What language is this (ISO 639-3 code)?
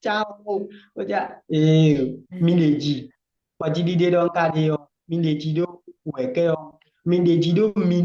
fon